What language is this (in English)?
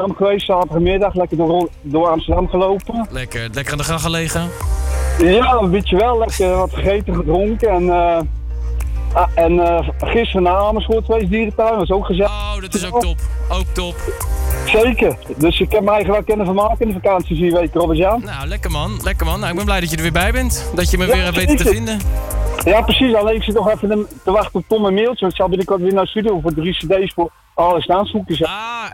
Dutch